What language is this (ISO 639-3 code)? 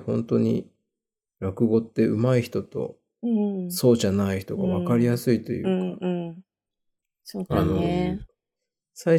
jpn